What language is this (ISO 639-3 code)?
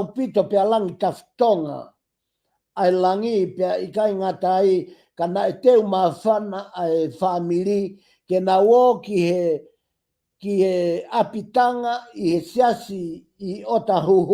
ton